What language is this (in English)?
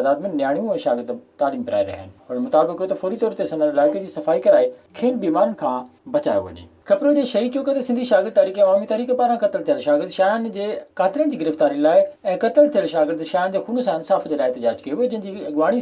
Sindhi